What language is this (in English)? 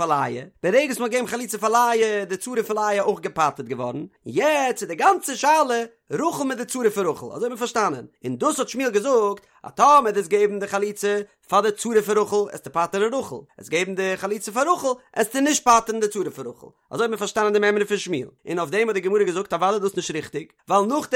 Yiddish